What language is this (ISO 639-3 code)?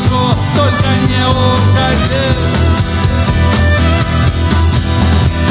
rus